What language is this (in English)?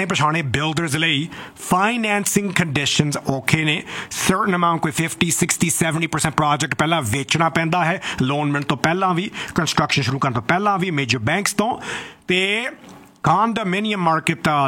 Punjabi